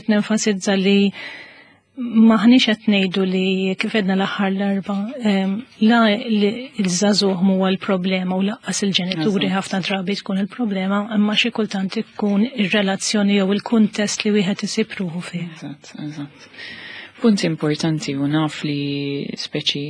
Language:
Maltese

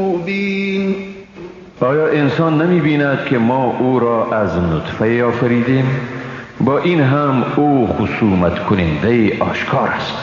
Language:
Persian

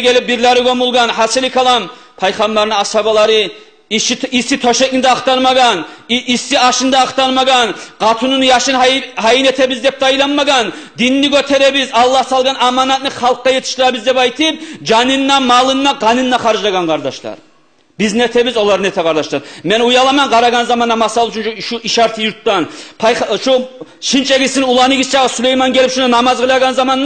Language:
Kumyk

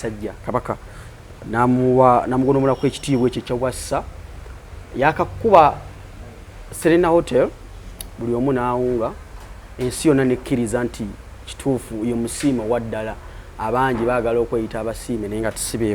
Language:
Ganda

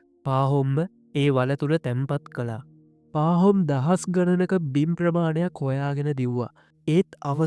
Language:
Sinhala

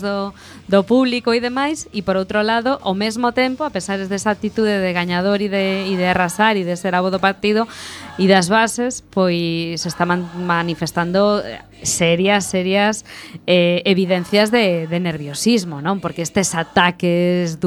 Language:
Galician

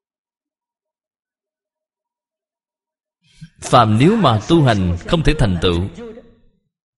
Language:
Vietnamese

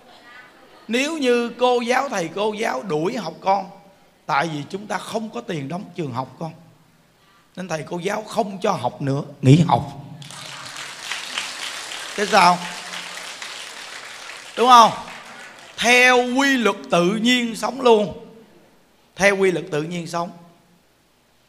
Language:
Vietnamese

